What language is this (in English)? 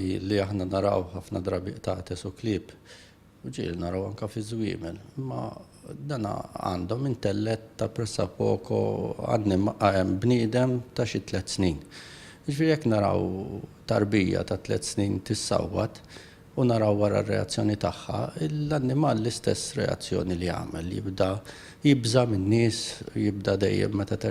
Maltese